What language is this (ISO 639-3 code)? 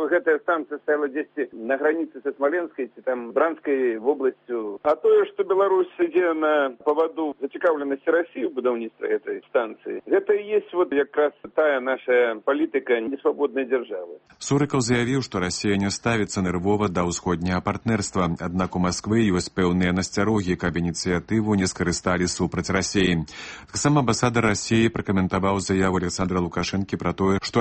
bel